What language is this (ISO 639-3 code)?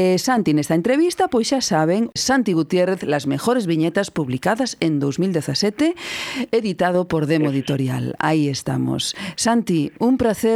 glg